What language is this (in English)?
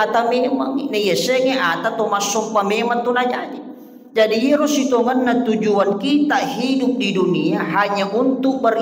Buginese